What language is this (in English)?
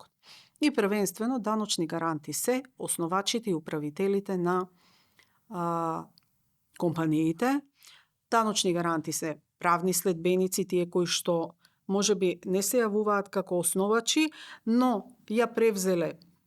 Macedonian